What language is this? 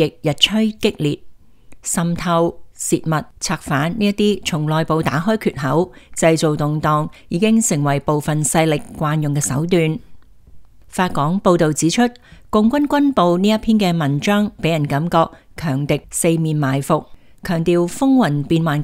Cantonese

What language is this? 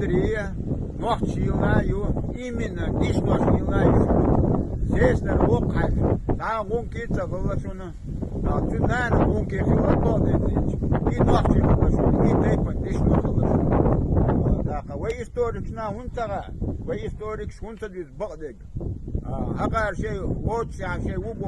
Chechen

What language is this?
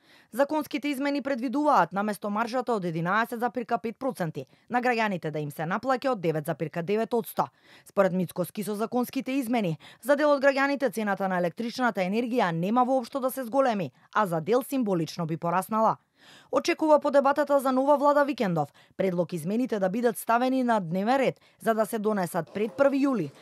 Macedonian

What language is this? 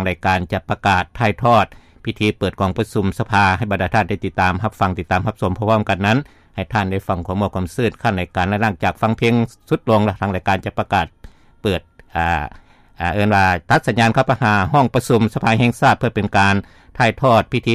Lao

